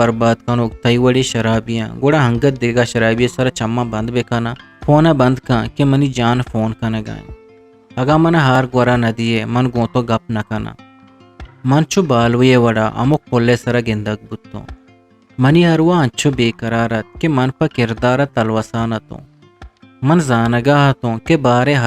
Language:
Eastern Balochi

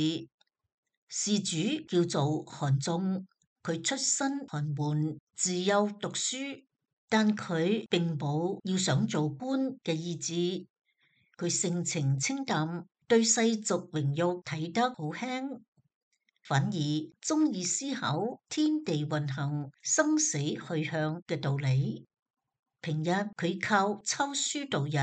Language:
Cantonese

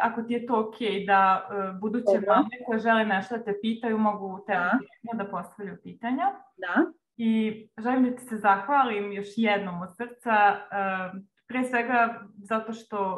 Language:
Serbian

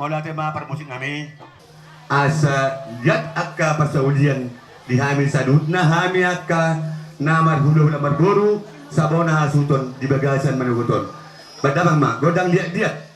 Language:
Batak Toba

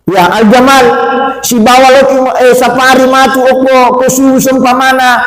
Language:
Buginese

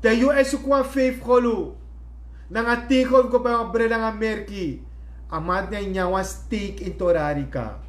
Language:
Sranan Tongo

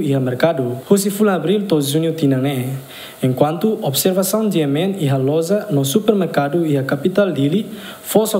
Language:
Tetum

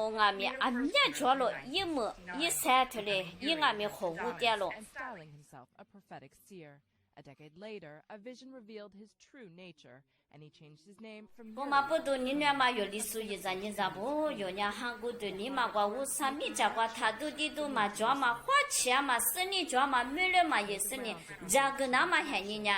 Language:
Lisu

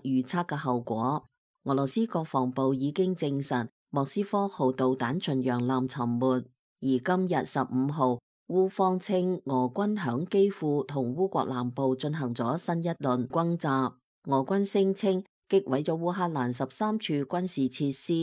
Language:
Cantonese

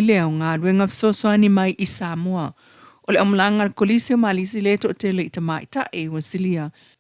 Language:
Samoan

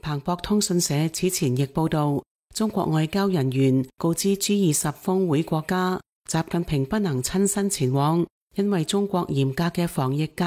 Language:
Cantonese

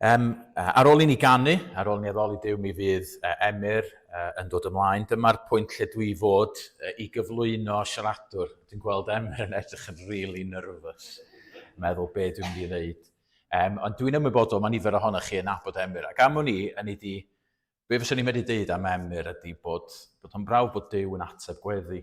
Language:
Welsh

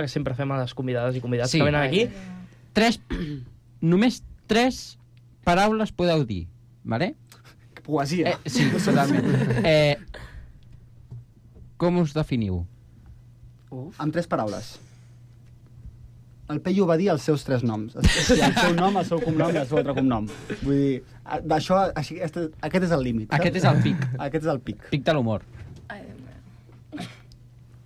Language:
Catalan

